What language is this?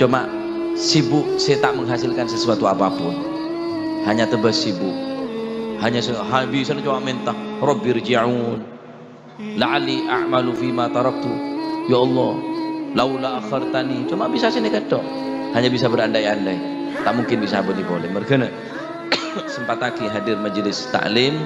Madurese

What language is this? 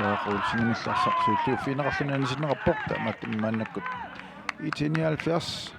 Kalaallisut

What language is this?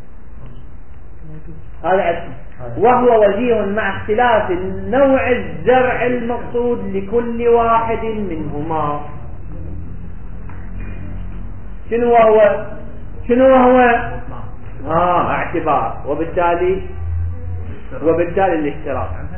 Arabic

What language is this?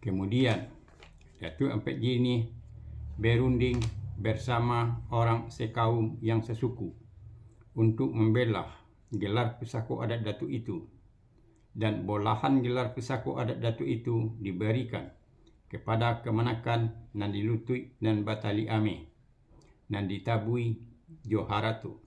Minangkabau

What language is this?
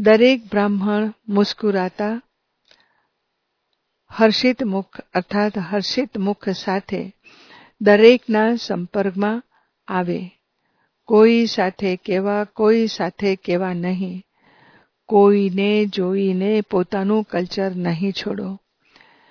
Gujarati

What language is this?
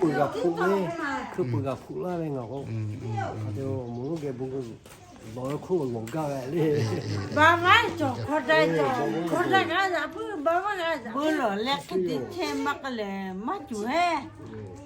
Lahu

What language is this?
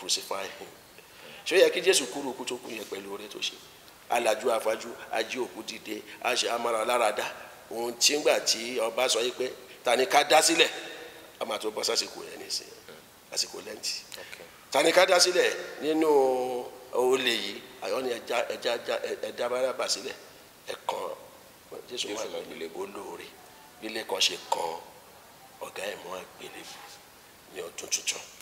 Yoruba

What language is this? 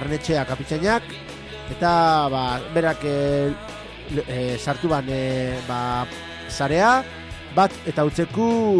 Basque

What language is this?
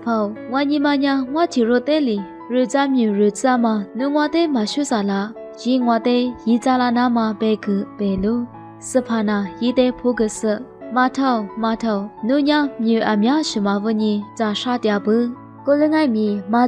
Lisu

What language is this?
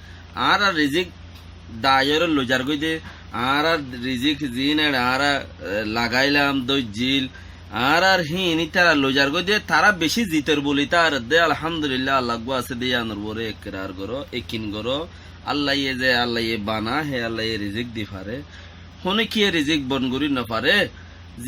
Rohingya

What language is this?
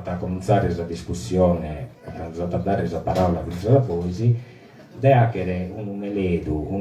Sardinian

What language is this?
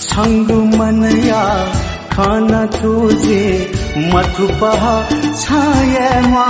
Newari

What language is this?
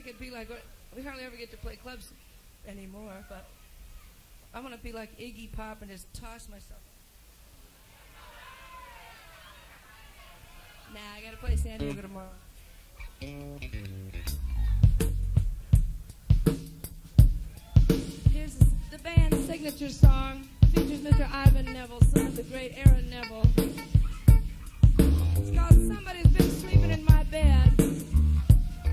English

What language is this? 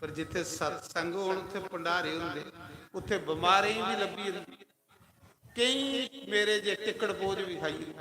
Dogri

